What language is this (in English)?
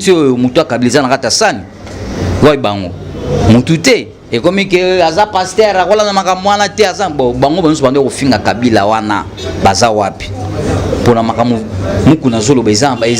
Lingala